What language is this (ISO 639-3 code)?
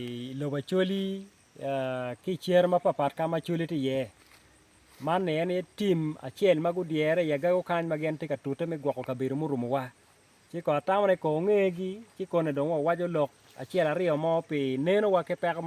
ach